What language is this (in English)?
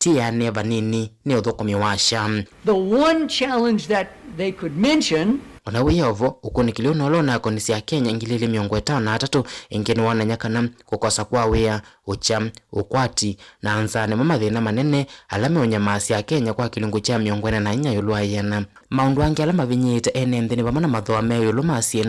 Kamba